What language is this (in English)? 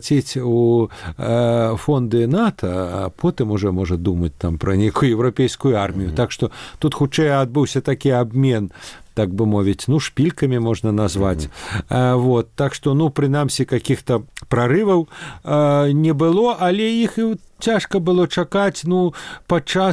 Belarusian